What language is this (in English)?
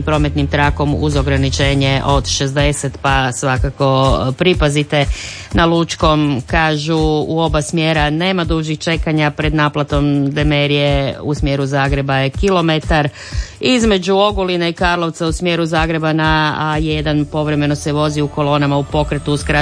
Croatian